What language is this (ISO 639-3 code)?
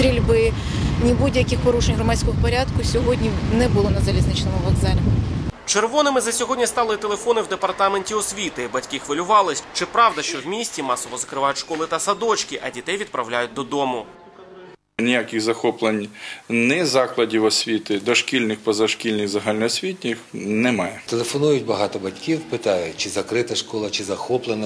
ukr